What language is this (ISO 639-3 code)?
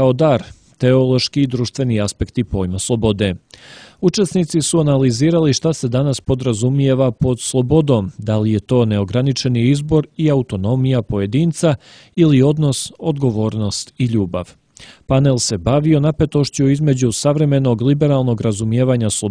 hrv